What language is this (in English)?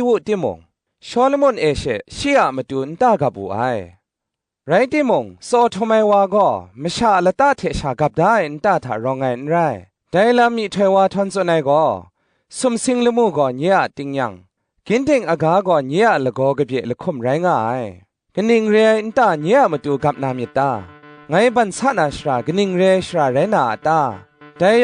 Kachin